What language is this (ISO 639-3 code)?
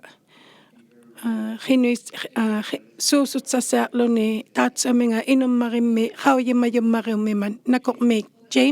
iku